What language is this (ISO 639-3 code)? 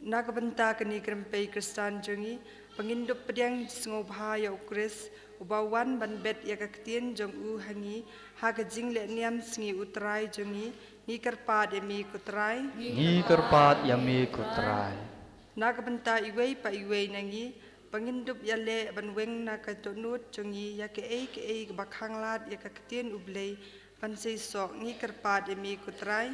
kha